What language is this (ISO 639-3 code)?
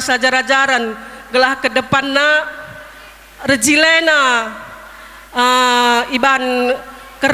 btx